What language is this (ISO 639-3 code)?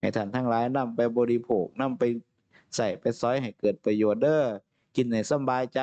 tts